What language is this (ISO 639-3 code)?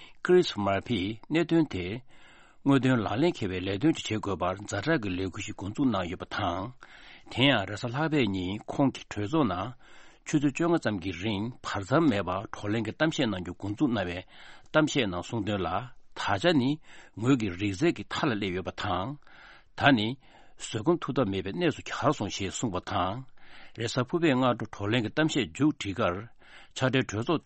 bod